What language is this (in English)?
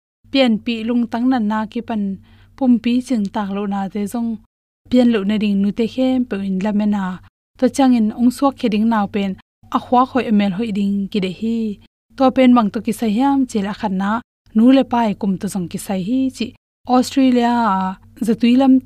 Tedim Chin